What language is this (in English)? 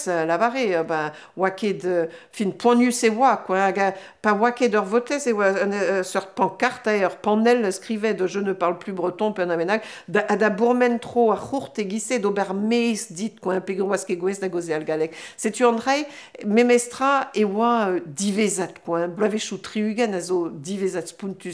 Breton